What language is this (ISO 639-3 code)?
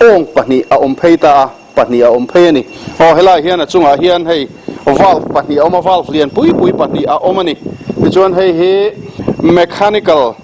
lus